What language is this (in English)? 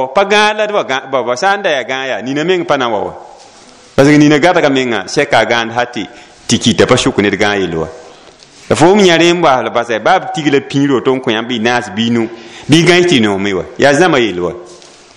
Mossi